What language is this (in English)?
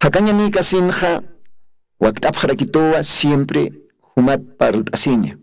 Aymara